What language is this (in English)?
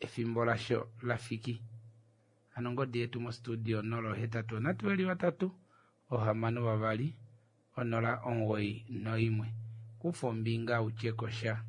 Kuanyama